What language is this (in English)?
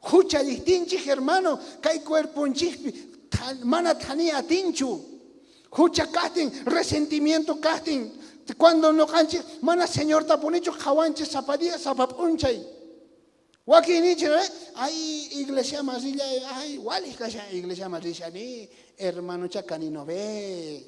South Bolivian Quechua